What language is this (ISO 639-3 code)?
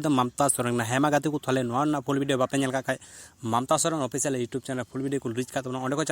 sat